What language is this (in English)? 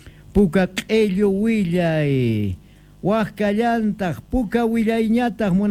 South Bolivian Quechua